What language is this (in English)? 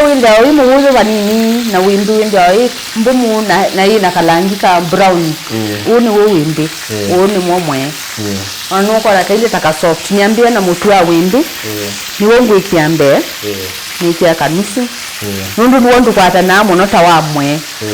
Kamba